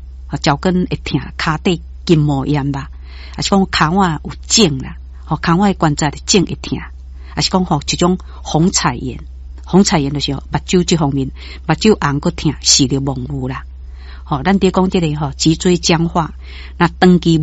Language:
Min Nan Chinese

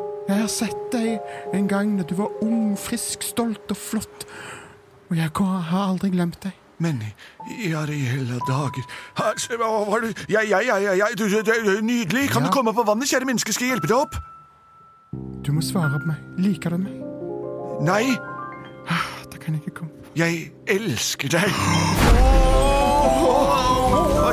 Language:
Norwegian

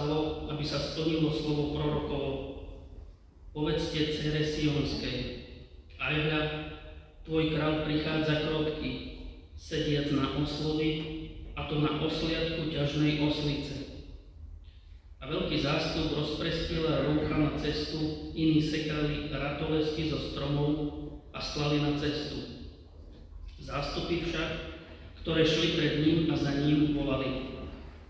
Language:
Slovak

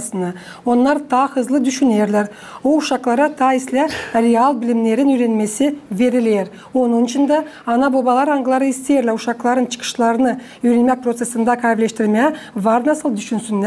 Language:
Gagauz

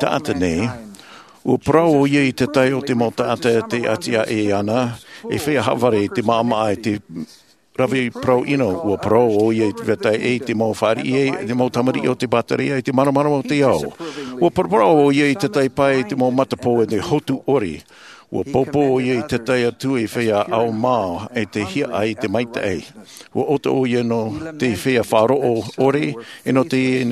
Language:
Tahitian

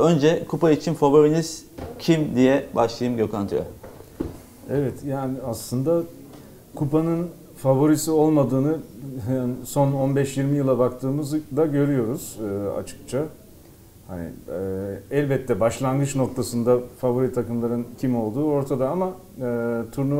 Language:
Turkish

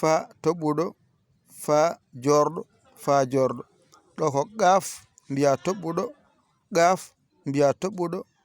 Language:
Fula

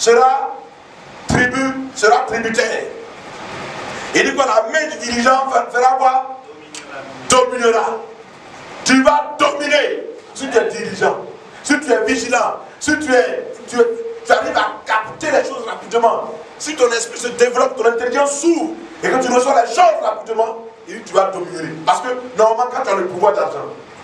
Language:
French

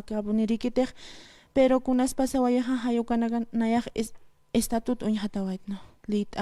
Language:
Aymara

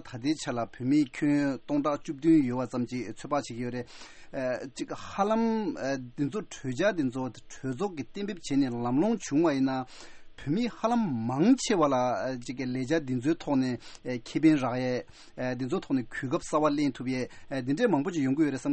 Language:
Tibetan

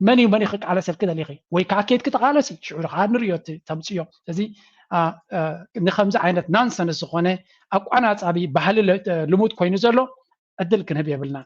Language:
Tigrinya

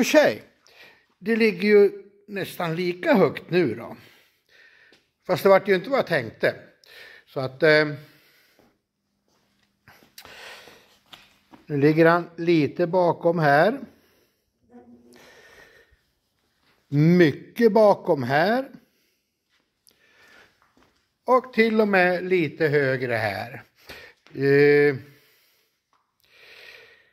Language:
Swedish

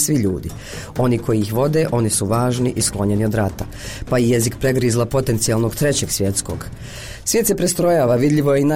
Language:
Croatian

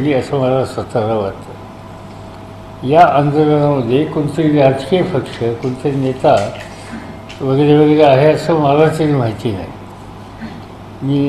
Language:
Marathi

